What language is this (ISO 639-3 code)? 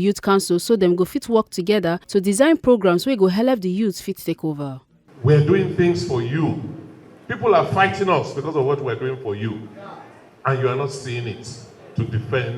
pcm